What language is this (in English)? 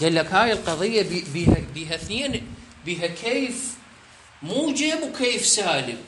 Mesopotamian Arabic